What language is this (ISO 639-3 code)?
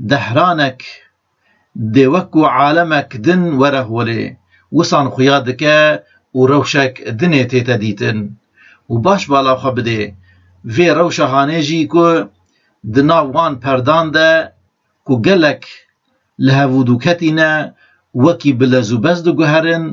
kur